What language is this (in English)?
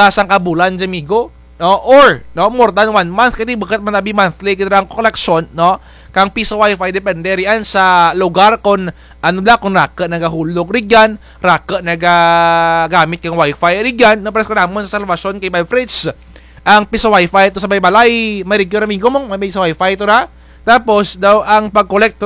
Kinaray-a